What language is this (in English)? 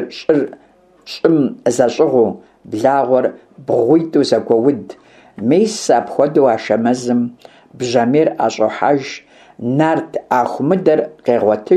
Kabardian